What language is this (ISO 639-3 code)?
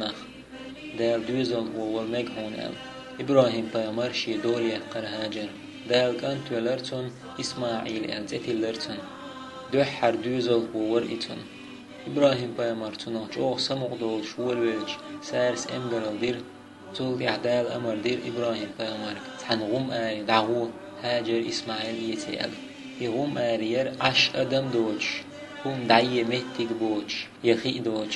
che